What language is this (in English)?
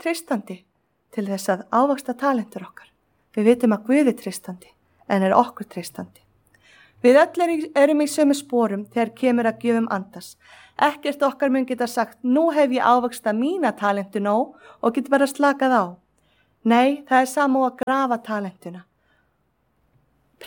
Icelandic